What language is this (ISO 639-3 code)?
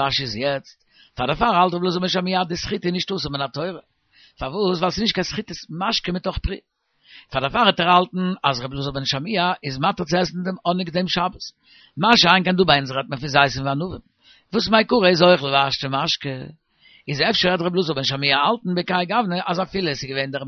yid